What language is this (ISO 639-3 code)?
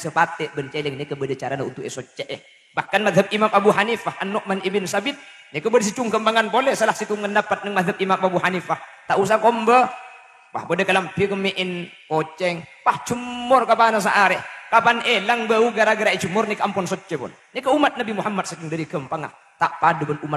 mad